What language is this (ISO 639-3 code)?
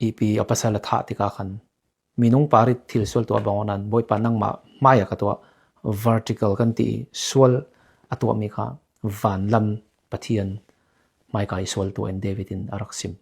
cfm